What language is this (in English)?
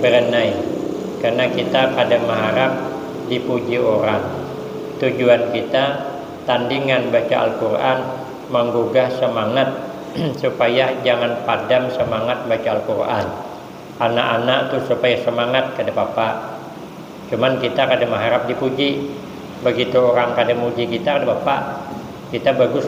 Banjar